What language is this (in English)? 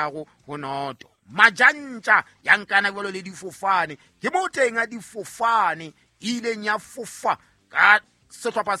Southern Sotho